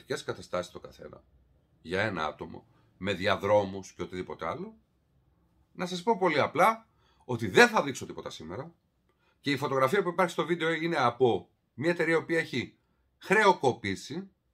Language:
Greek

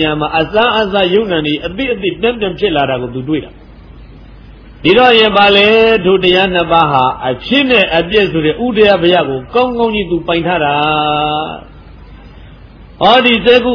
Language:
Burmese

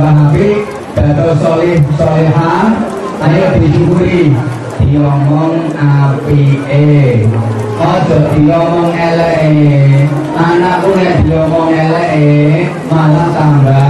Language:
Javanese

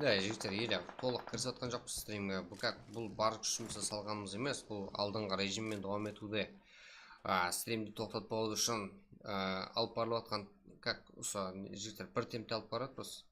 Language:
Kara-Kalpak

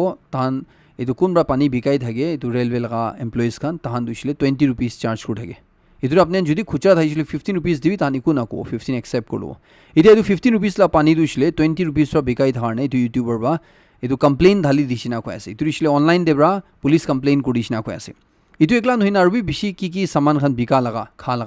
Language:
Naga Pidgin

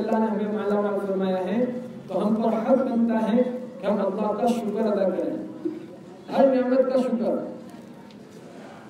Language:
Urdu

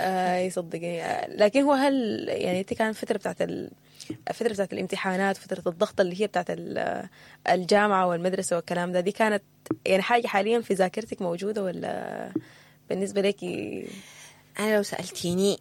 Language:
Sudanese Arabic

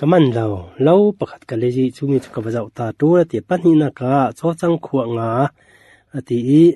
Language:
Falam Chin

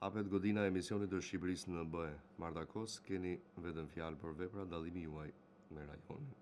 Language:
Albanian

